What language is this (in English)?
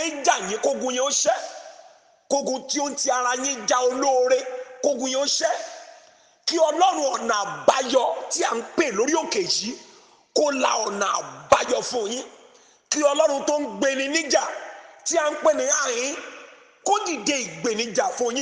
Yoruba